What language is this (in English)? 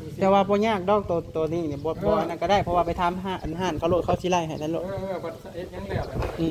Northeastern Thai